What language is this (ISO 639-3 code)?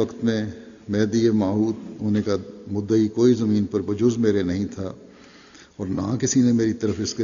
urd